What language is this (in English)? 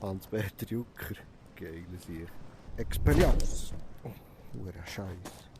Swiss German